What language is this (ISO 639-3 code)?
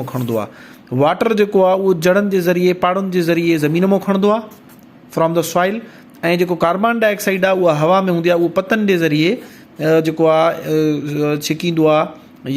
snd